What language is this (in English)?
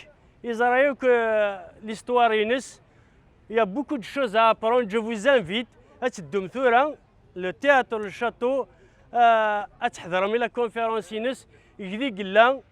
Kabyle